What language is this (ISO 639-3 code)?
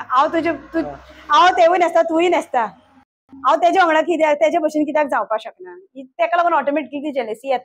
kok